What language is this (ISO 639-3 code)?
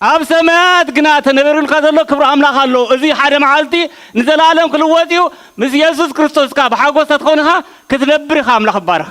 tir